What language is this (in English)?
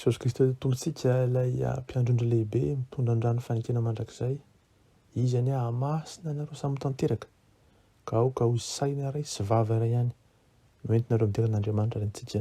Malagasy